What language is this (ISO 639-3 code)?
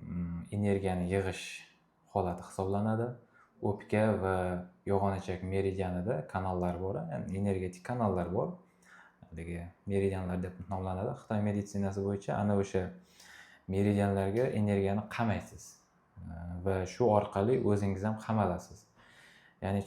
uzb